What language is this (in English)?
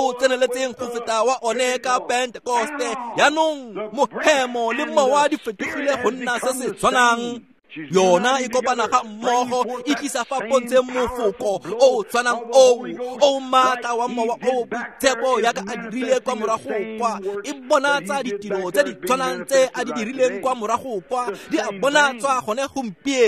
Tswana